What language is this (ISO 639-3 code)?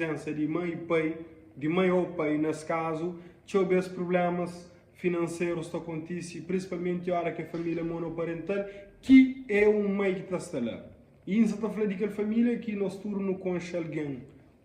kea